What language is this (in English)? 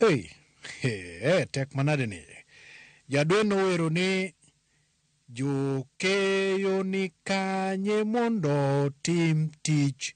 Luo (Kenya and Tanzania)